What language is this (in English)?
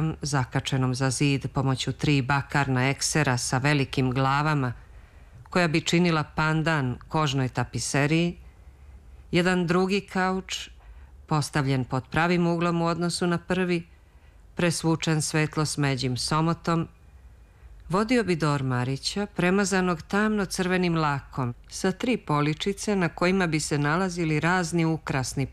Serbian